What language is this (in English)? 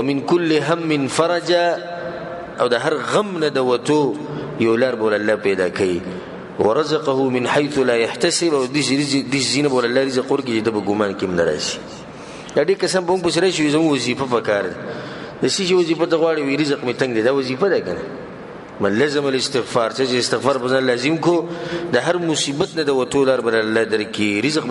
Pashto